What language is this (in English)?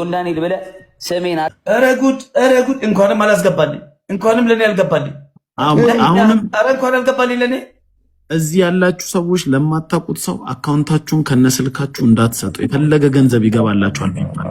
Amharic